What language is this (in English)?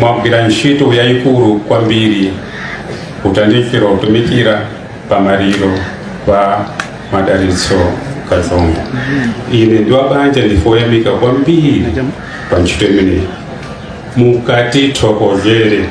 Nyanja